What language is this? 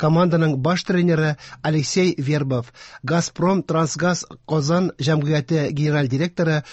Tatar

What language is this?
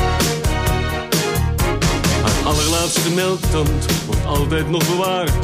Dutch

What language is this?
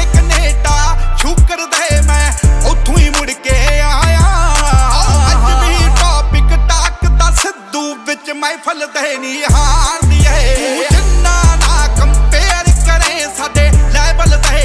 Punjabi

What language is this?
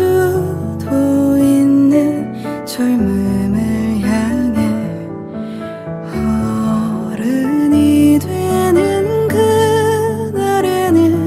Korean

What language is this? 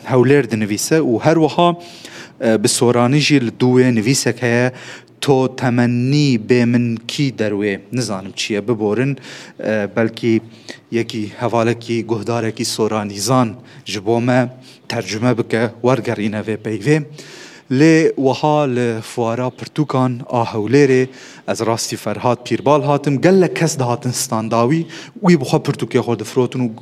Kurdish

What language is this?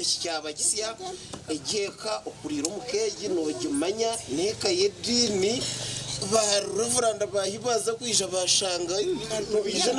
Nyankole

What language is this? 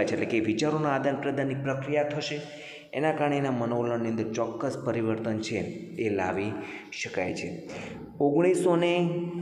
Gujarati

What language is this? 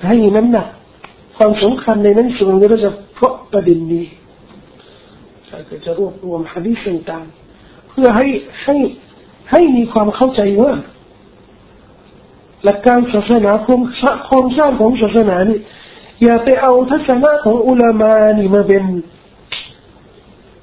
Thai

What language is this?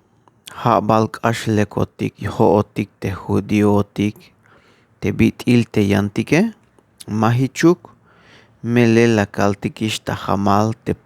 Tzeltal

